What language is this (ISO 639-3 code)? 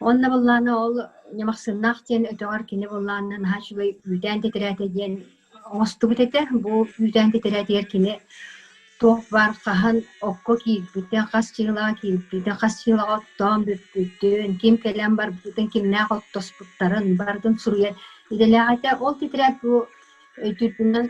sah